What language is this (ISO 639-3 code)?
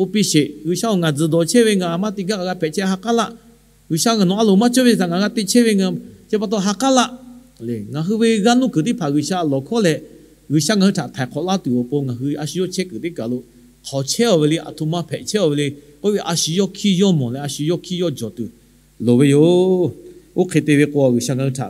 lhu